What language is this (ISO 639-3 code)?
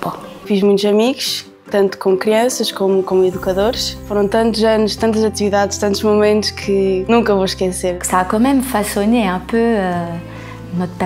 ltz